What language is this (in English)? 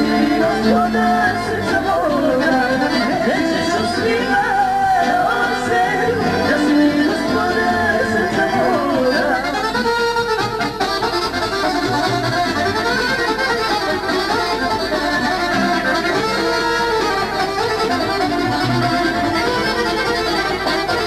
Serbian